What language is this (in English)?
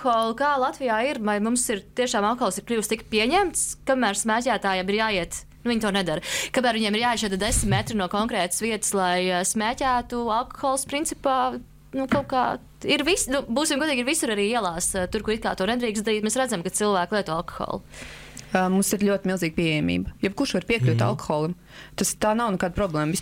Latvian